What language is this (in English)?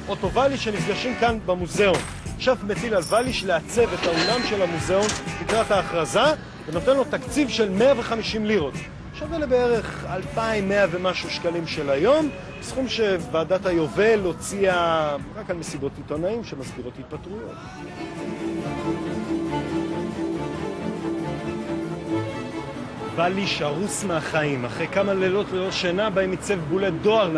Hebrew